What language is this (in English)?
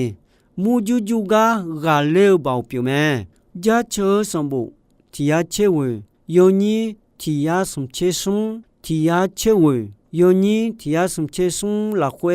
Akha